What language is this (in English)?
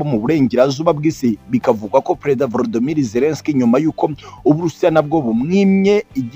Kinyarwanda